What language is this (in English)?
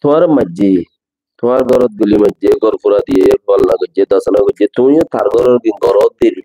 Rohingya